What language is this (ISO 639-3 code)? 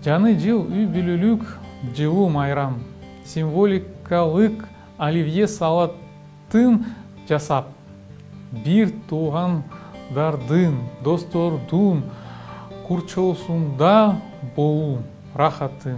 kir